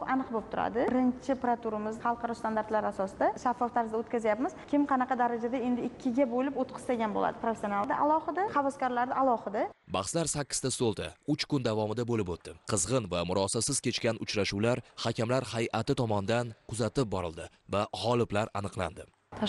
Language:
Uzbek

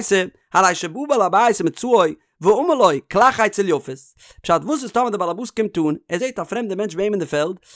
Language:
Yiddish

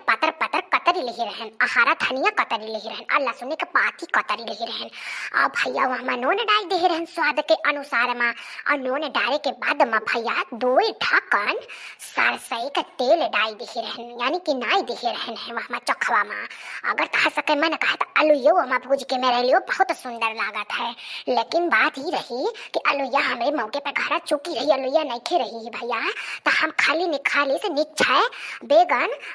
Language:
Awadhi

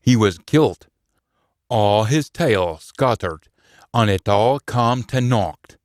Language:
Scots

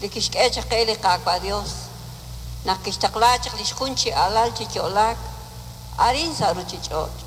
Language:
Kekchí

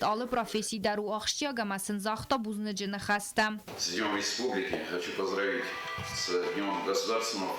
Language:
Ossetic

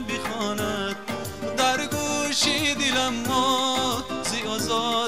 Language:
Persian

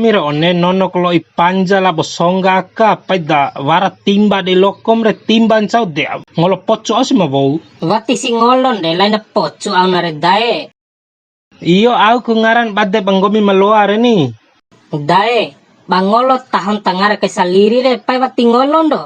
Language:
Bima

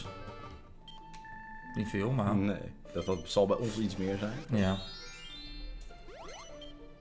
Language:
Dutch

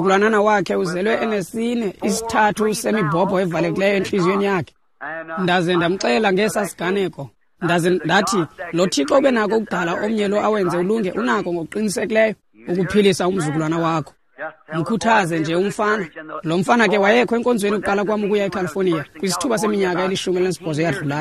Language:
Xhosa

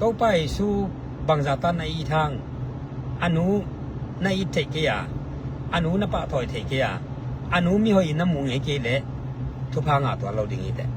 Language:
Tedim Chin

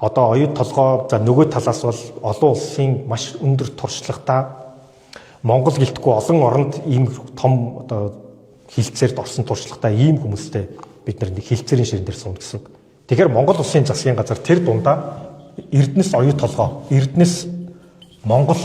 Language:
Mongolian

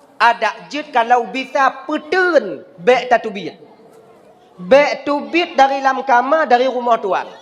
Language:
Achinese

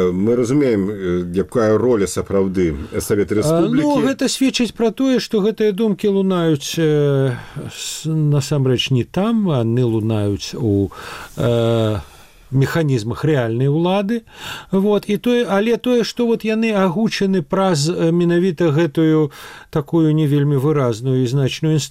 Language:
Belarusian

